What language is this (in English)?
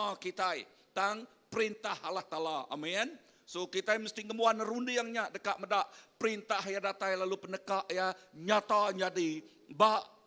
Iban